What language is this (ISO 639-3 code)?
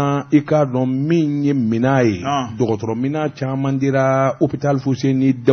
bam